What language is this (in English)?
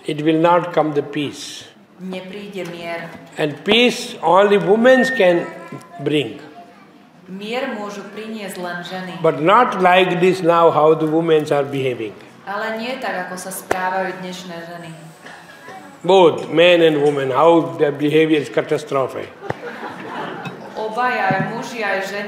Slovak